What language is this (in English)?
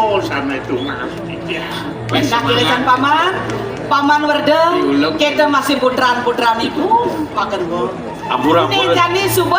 Balinese